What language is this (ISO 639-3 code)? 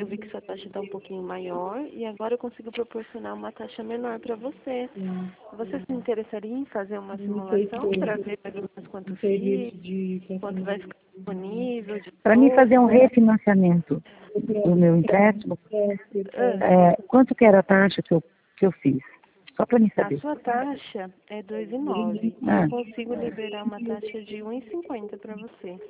por